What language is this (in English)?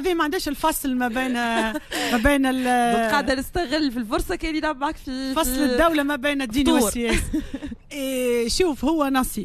Tunisian Arabic